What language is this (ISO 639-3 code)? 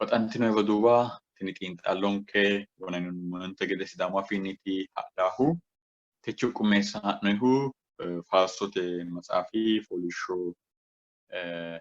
sid